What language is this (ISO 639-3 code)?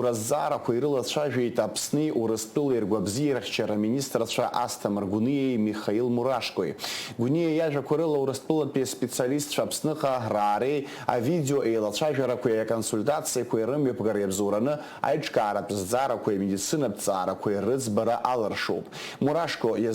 abk